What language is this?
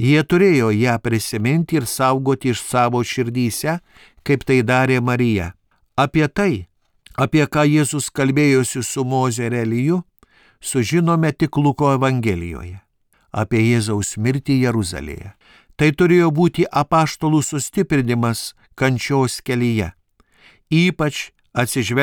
Lithuanian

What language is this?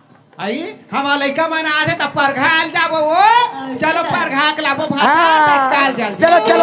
Chhattisgarhi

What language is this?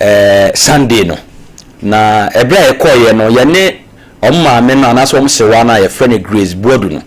Akan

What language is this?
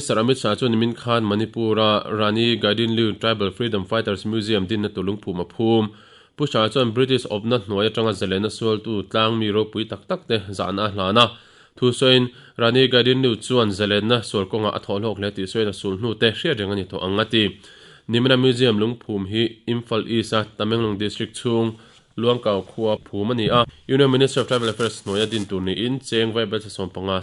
Mizo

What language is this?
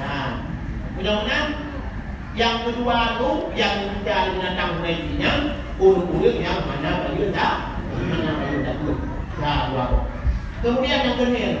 Achinese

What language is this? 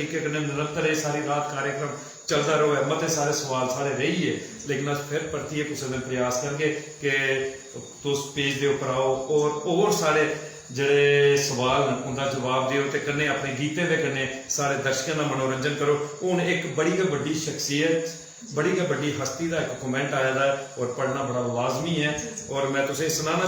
Dogri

